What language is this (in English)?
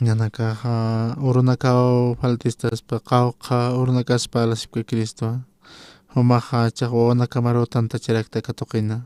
Aymara